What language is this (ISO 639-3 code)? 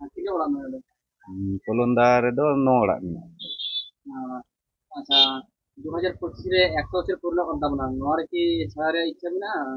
sat